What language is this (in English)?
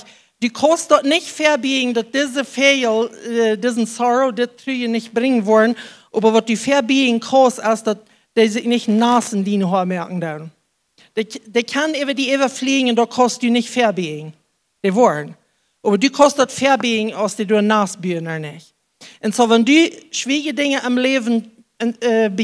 Plautdietsch